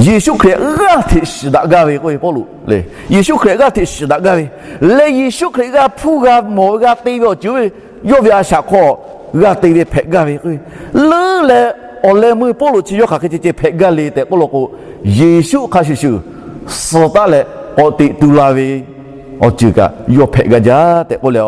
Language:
Lahu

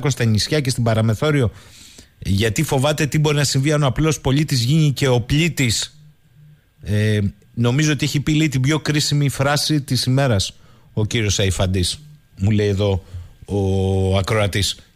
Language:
Greek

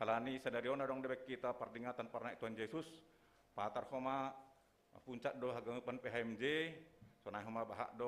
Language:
Batak Simalungun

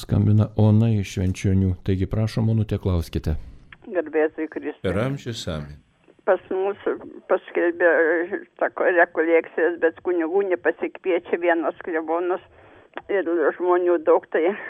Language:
Lithuanian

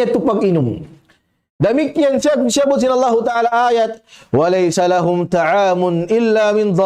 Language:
Tausug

